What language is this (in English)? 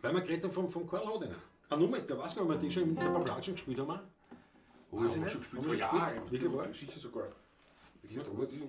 Bavarian